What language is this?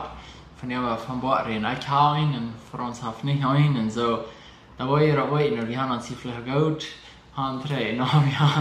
Plautdietsch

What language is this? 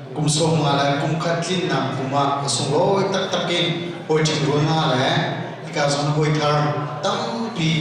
Hakha Chin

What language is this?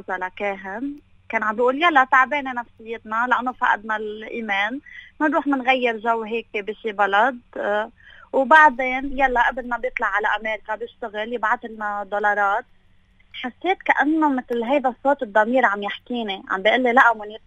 North Levantine Arabic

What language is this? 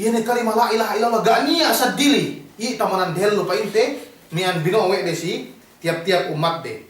Yakan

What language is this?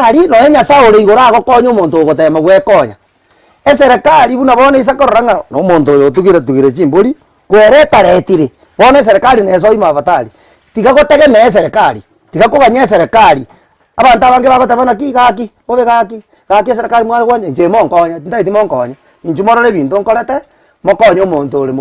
Gusii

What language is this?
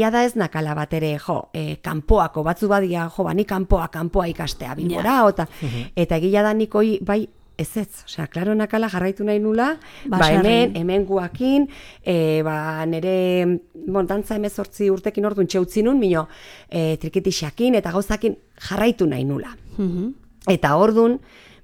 Basque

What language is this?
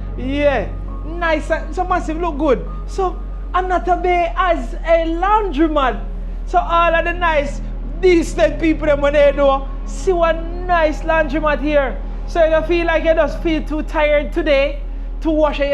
Jamaican Creole English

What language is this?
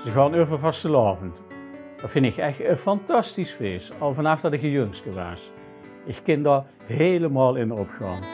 Limburgish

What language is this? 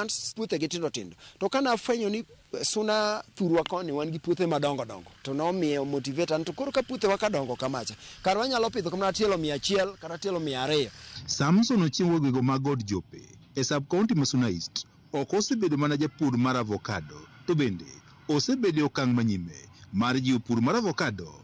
Luo (Kenya and Tanzania)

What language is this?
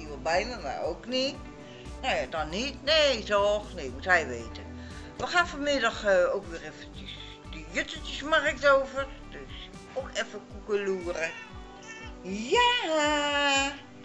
Dutch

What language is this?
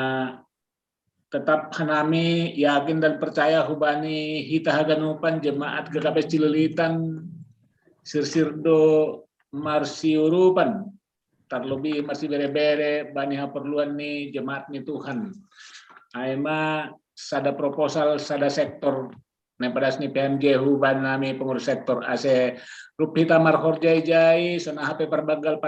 Batak Simalungun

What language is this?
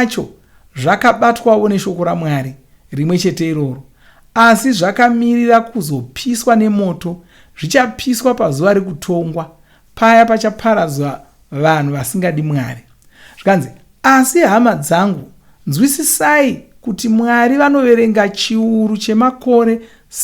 Shona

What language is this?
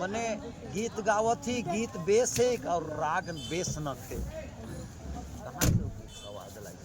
Sadri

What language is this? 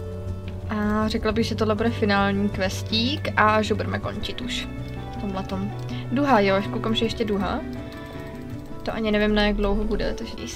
Czech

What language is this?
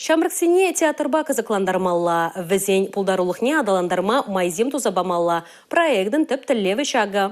Chuvash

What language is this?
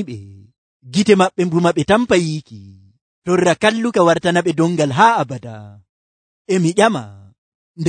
Nigerian Fulfulde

